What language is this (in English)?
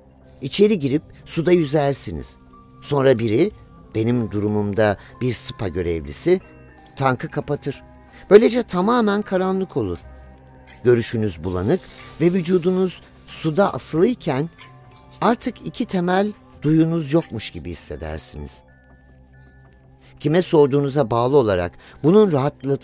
Turkish